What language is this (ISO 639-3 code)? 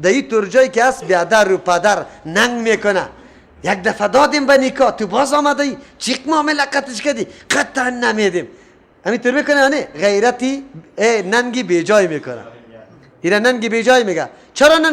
fas